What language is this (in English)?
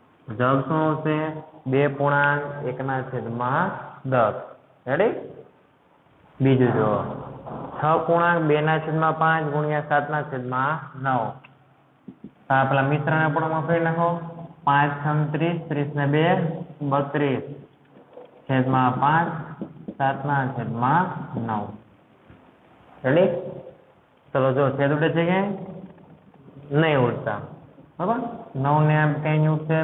Gujarati